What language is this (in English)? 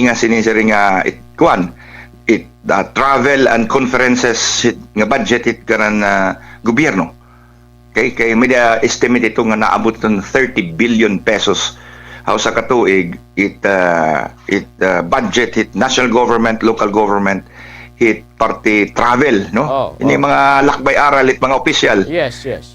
Waray